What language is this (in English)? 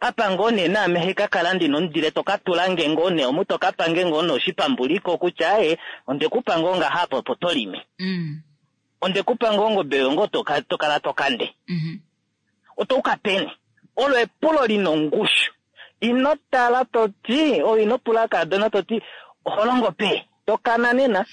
Kuanyama